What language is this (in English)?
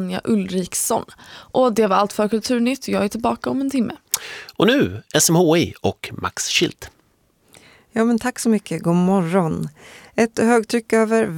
Swedish